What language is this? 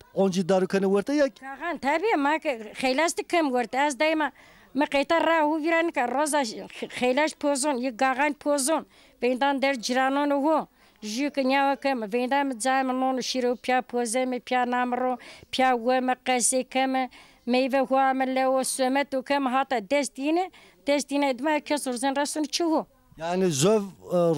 Zaza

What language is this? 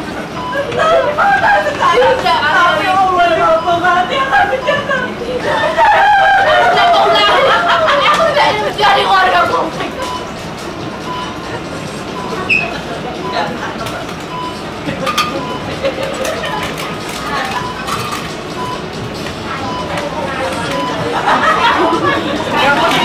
Indonesian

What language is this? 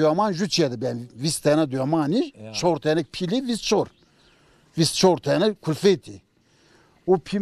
Zaza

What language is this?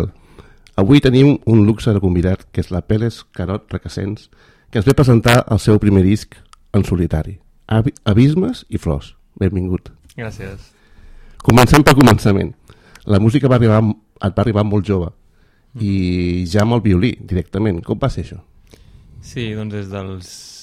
Catalan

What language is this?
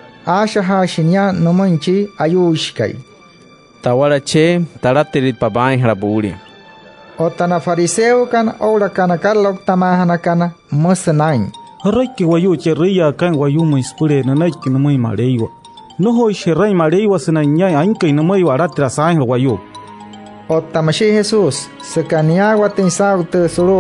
Wayuu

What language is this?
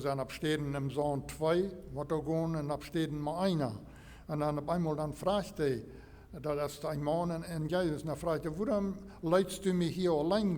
Plautdietsch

